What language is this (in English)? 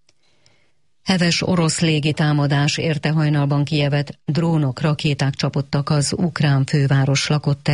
Hungarian